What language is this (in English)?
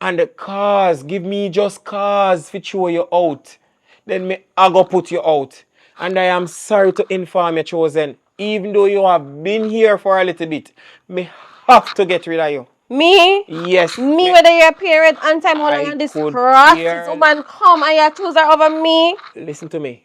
Jamaican Creole English